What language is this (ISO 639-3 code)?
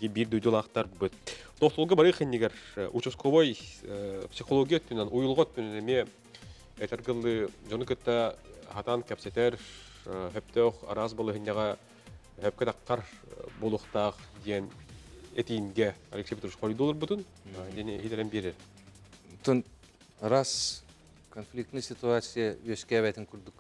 sah